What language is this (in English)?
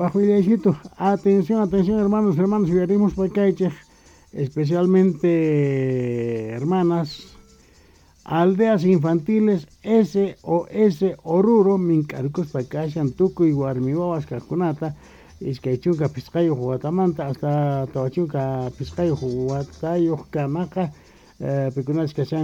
South Bolivian Quechua